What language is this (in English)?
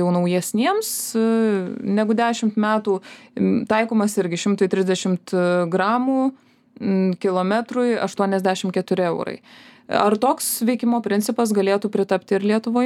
Lithuanian